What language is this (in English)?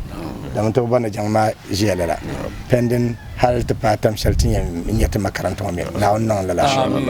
Dagbani